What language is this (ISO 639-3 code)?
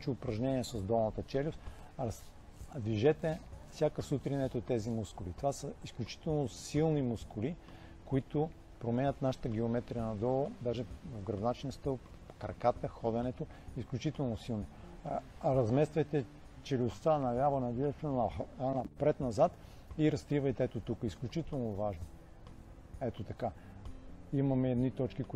bul